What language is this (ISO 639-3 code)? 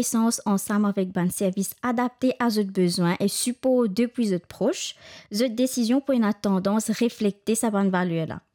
mfe